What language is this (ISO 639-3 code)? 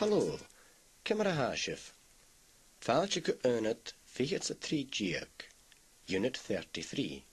gla